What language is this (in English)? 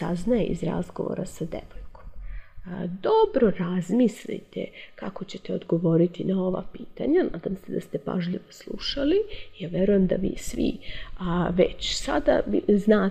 Serbian